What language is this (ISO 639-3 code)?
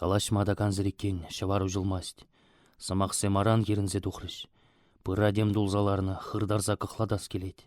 chv